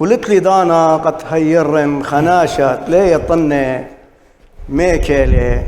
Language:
Assyrian Neo-Aramaic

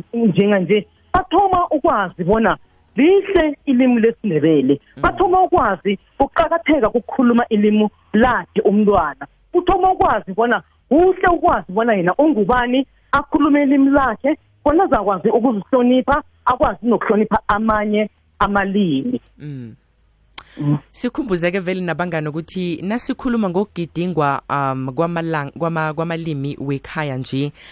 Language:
South Ndebele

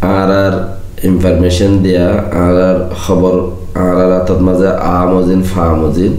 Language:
Rohingya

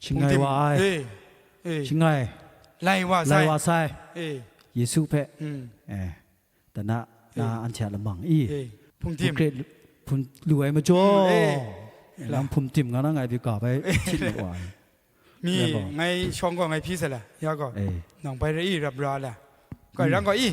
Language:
Kachin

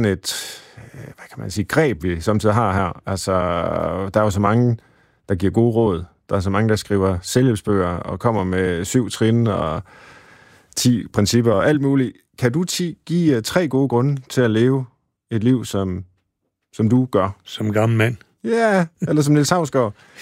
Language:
Danish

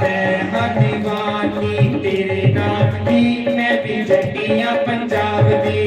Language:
Dogri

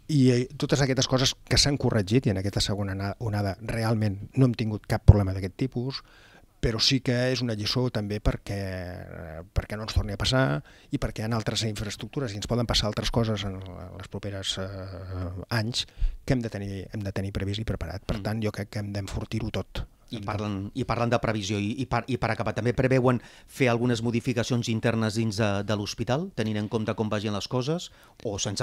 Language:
Catalan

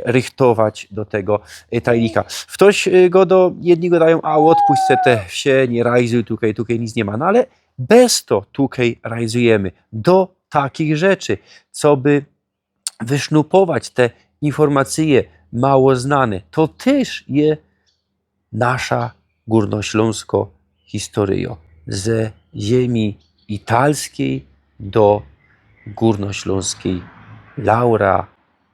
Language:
Silesian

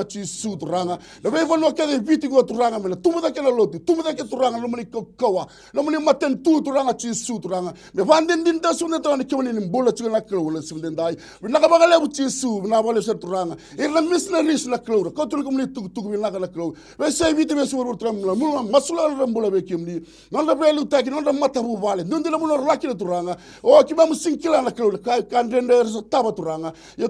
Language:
Fijian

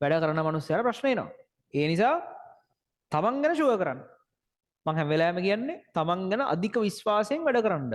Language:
Sinhala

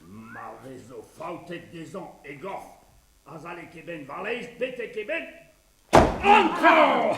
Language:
Breton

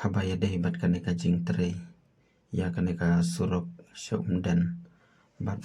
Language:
Khasi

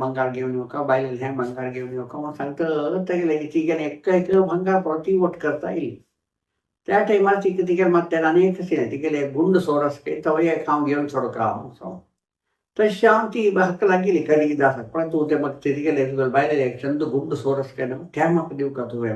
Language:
Konkani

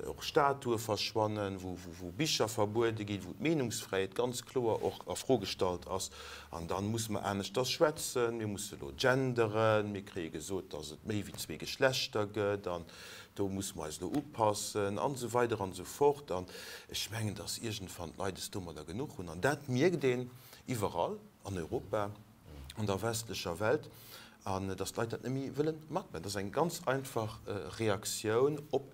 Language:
Luxembourgish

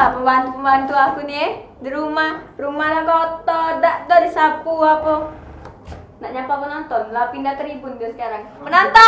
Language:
Musi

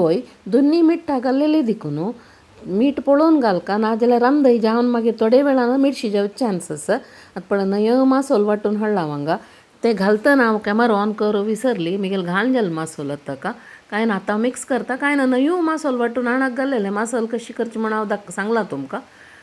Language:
Konkani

